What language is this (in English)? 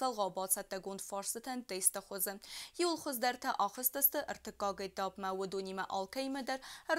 Ossetic